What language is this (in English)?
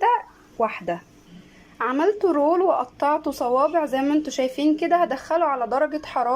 Egyptian Arabic